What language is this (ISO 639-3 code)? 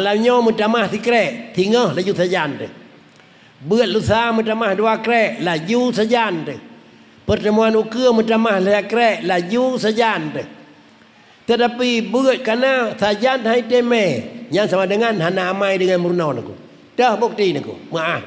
ace